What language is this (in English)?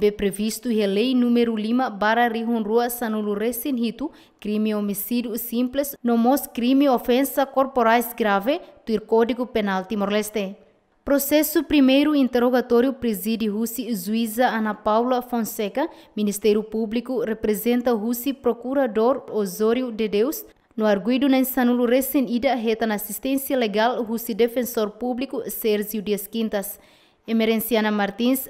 Tetum